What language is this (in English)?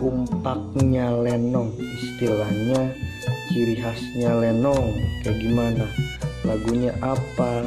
Betawi